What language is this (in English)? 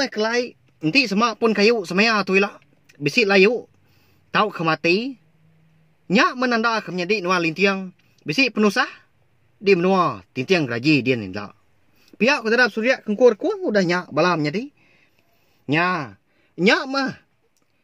Iban